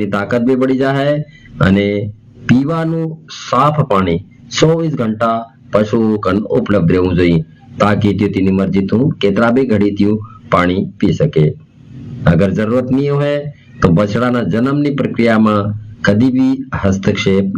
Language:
Gujarati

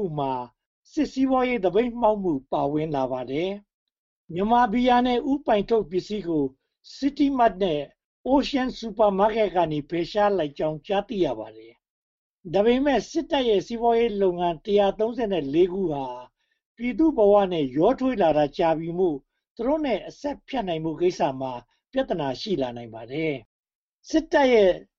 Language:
Burmese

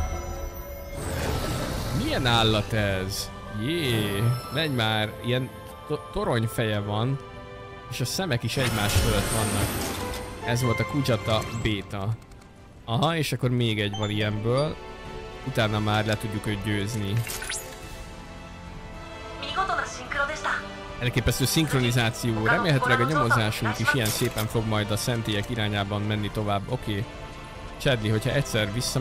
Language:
Hungarian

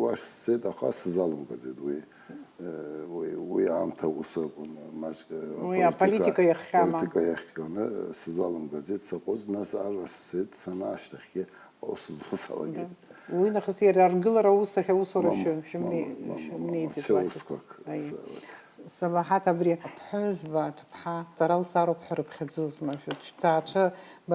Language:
Abkhazian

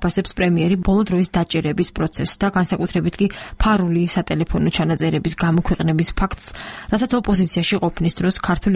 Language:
Georgian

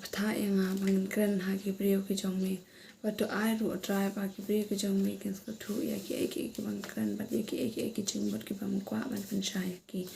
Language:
Khasi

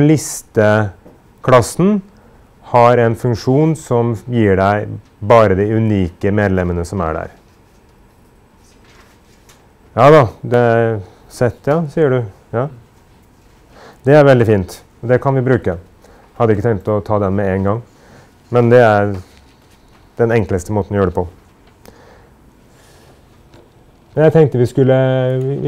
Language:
Norwegian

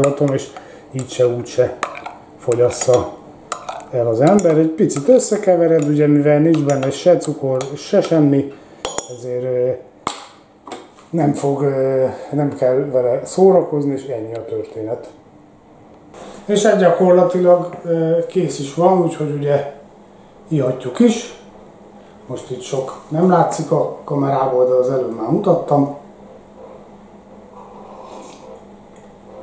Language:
Hungarian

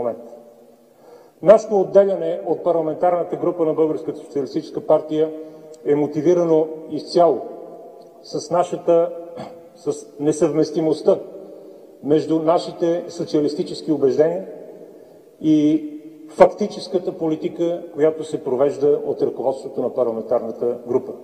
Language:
Bulgarian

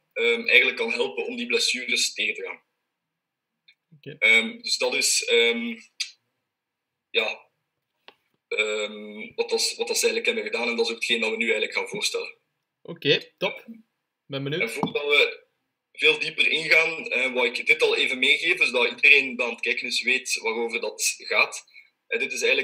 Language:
Dutch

